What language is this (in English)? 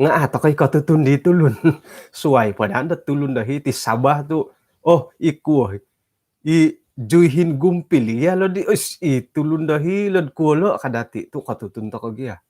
Central Dusun